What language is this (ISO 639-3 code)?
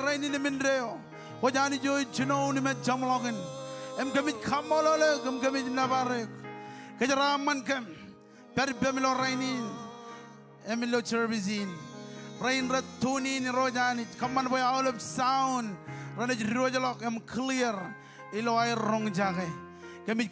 mah